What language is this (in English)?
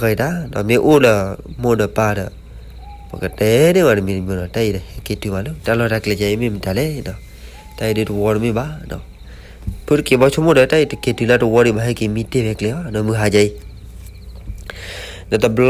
S'gaw Karen